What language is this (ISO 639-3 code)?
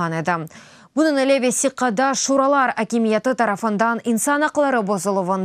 crh